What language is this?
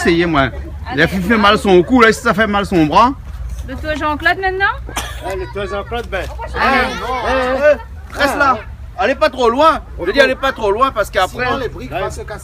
Réunion Creole French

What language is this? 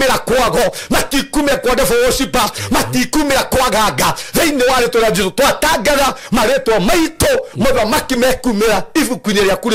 Kikuyu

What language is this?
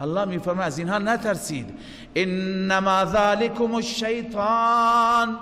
Persian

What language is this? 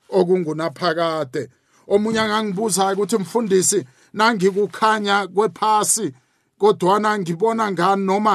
South Ndebele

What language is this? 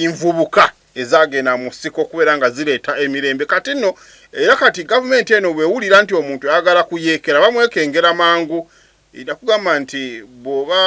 Ganda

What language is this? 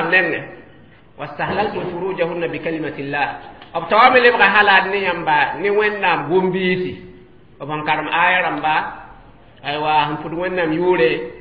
Mossi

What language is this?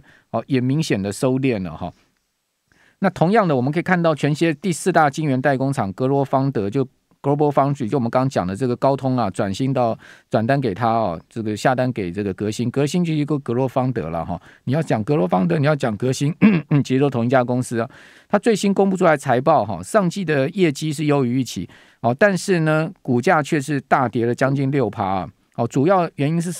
Chinese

